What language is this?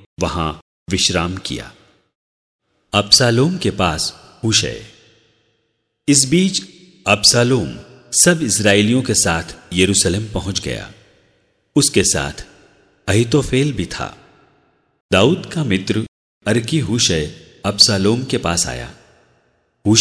Hindi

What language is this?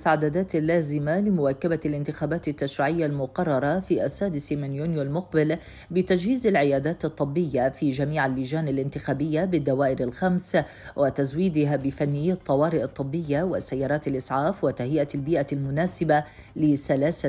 Gulf Arabic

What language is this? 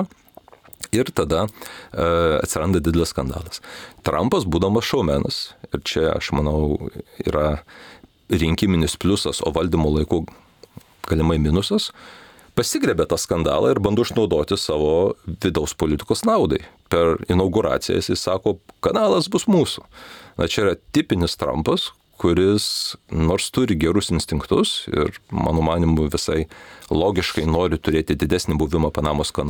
Lithuanian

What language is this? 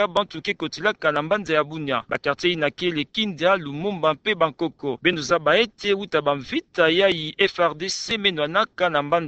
Kituba (Democratic Republic of Congo)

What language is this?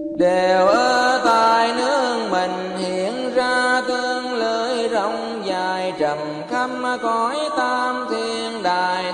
Vietnamese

